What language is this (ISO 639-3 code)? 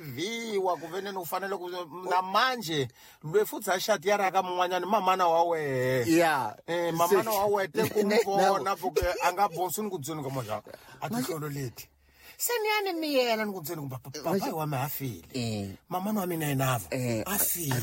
tso